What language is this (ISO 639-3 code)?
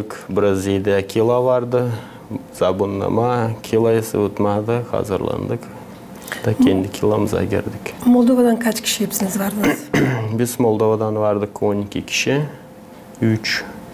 gag